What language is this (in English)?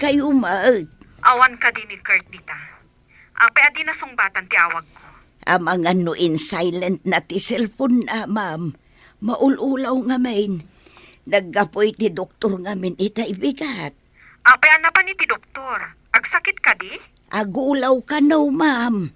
Iloko